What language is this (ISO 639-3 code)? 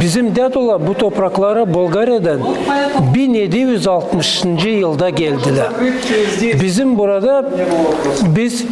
gag